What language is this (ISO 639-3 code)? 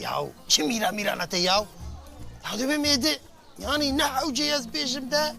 kur